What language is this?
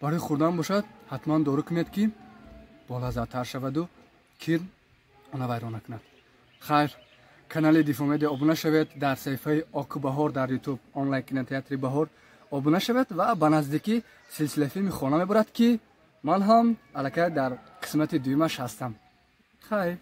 Tajik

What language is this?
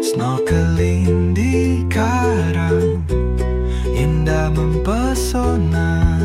Manado Malay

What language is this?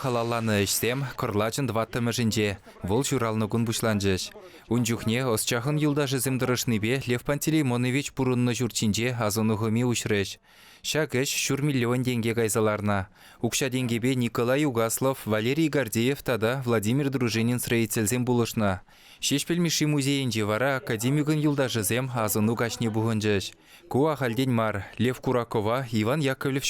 Chuvash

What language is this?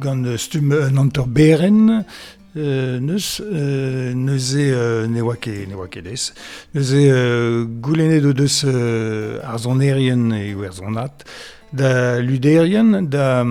Breton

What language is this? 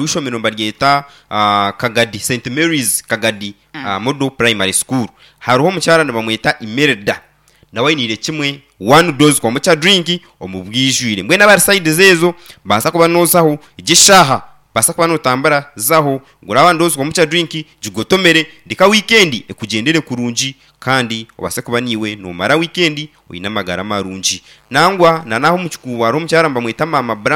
Nyankole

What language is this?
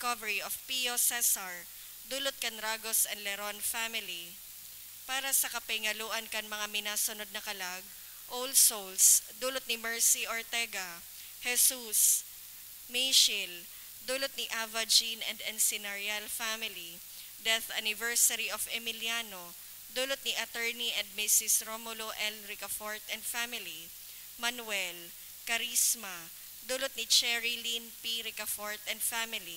Bikol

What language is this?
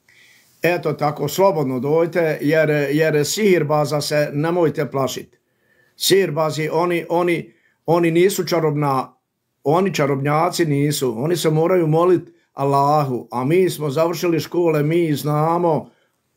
Bosnian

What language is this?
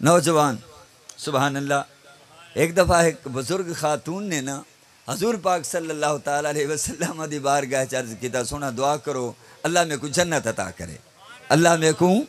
Saraiki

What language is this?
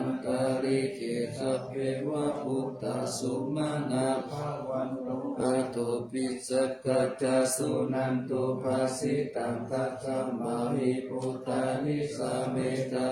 Pali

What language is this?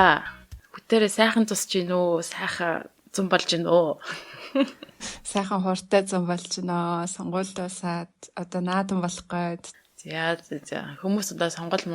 Mongolian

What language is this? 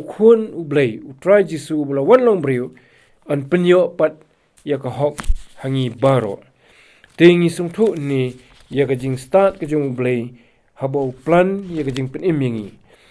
Khasi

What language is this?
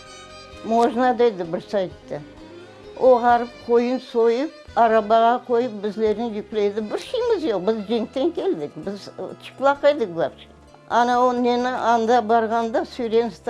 Crimean Tatar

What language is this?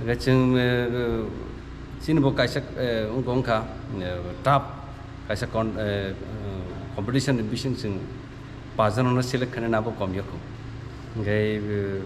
Kok Borok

